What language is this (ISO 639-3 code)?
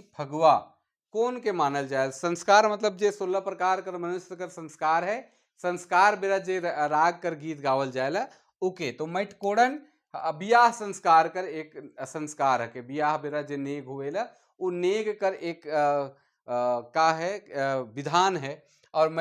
sck